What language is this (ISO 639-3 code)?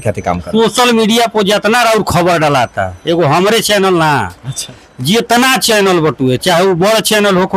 bho